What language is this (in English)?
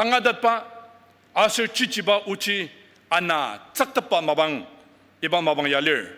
Ao Naga